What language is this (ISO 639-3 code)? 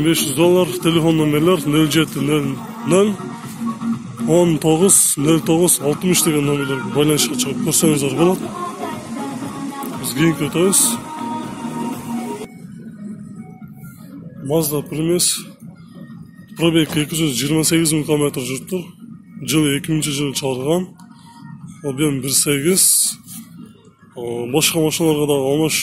kir